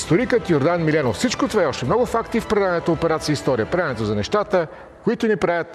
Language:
Bulgarian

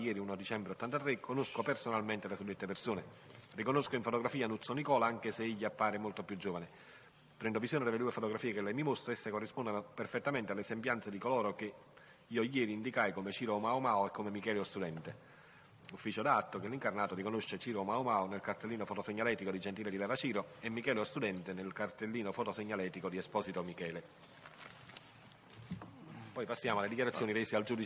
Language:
Italian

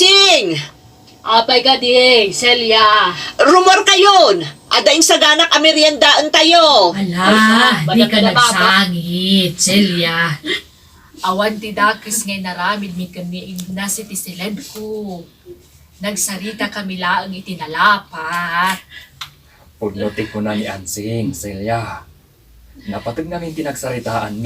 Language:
Iloko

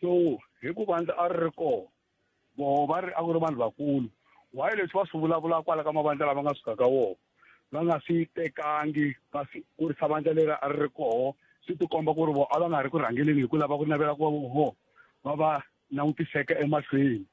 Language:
Tsonga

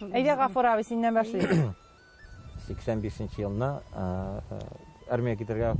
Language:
Tatar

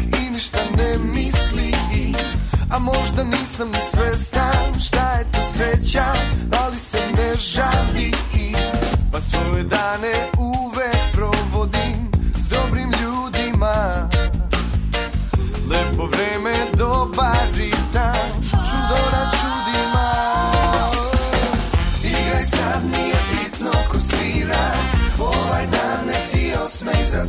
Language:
Serbian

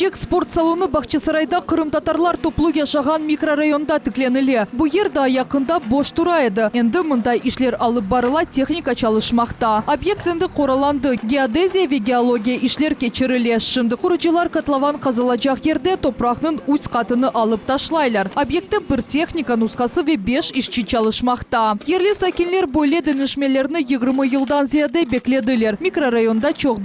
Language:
Crimean Tatar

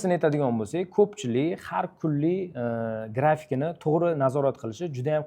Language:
Uzbek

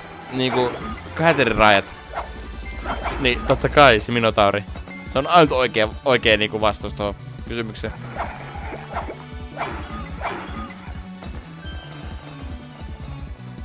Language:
Finnish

